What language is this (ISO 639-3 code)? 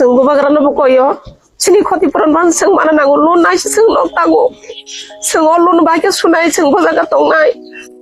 trp